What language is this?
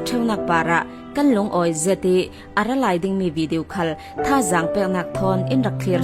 Falam Chin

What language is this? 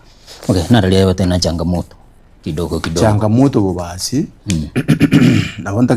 Gusii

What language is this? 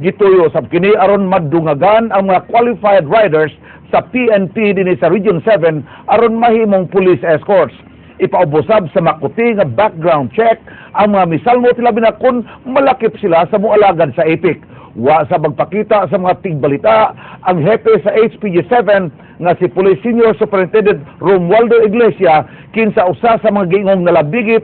Cebuano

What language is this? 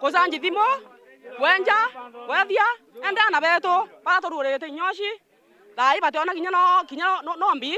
Meru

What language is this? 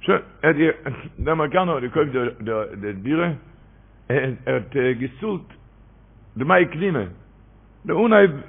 Yiddish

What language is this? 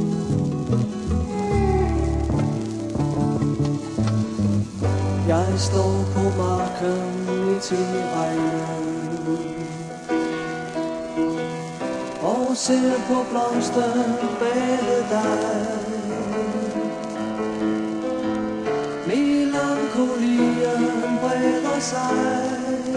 Danish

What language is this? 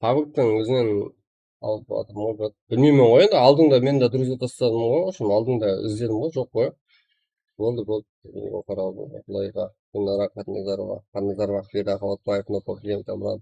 Kara-Kalpak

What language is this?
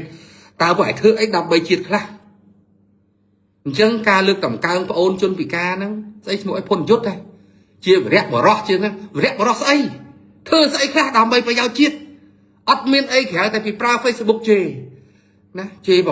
Khmer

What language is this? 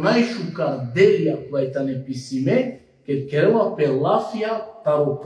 Balkan Romani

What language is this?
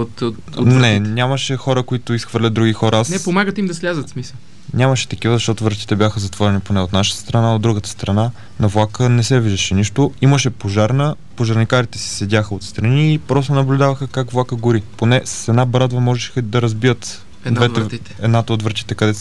Bulgarian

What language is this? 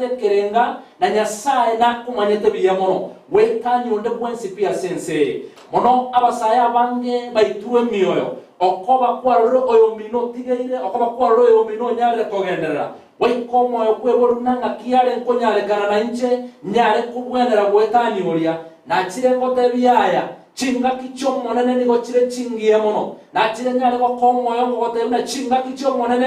Gusii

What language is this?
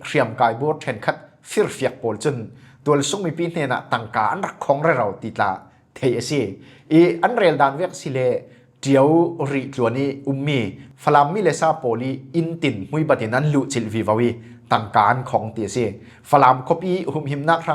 Falam Chin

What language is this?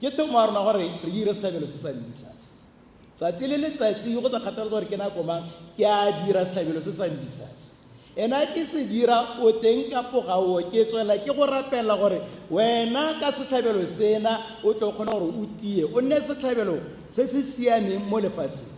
Tswana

